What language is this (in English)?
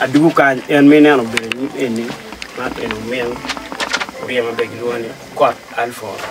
Acoli